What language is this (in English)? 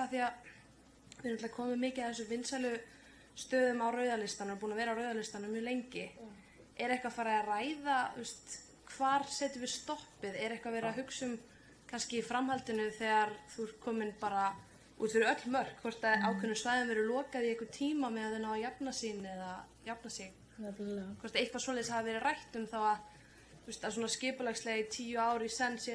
Icelandic